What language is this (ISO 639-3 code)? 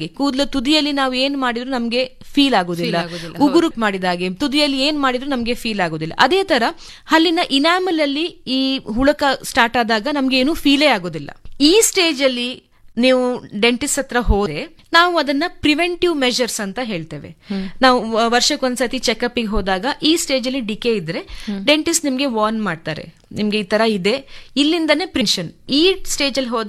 kan